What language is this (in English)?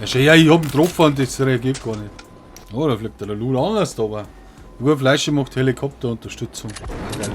Bavarian